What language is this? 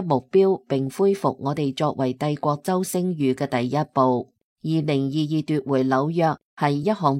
Cantonese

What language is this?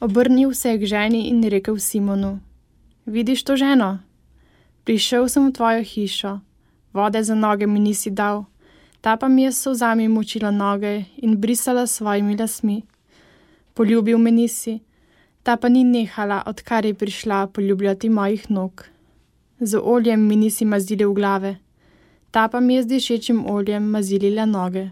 Slovenian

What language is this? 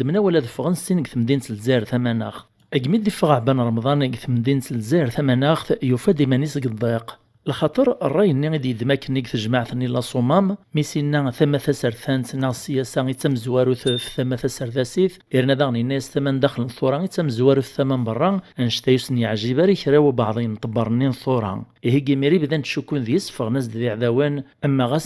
Kabyle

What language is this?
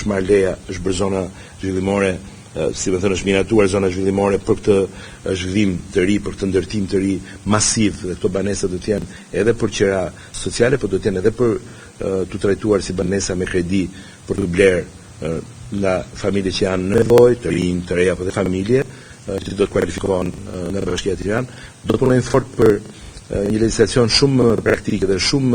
Albanian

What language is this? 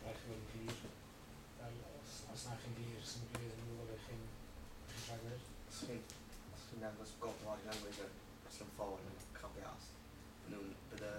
Welsh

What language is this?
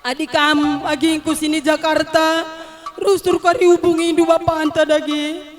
Batak Karo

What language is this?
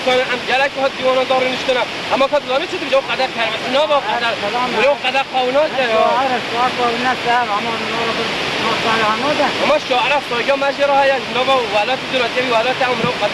Kurdish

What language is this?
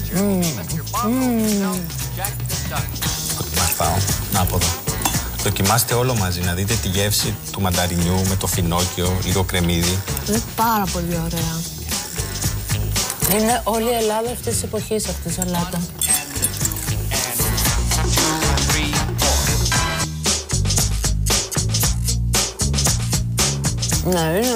Greek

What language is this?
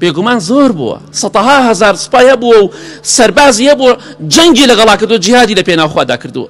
Central Kurdish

